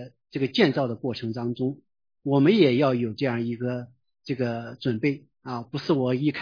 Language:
Chinese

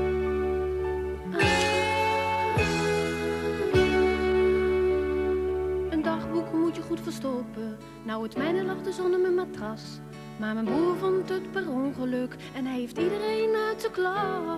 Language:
Dutch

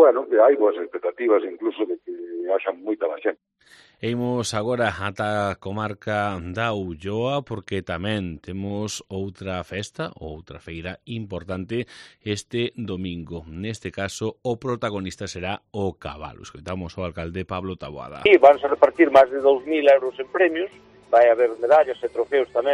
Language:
Galician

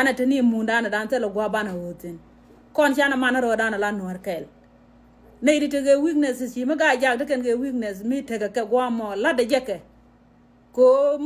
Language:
Nuer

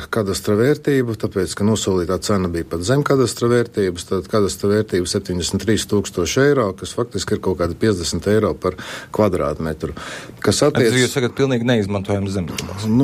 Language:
Latvian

